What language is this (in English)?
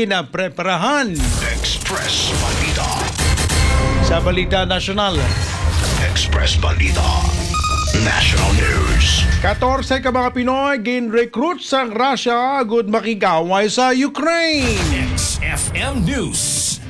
Hiligaynon